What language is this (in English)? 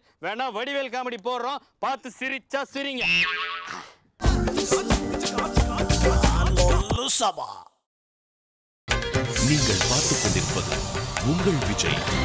Tamil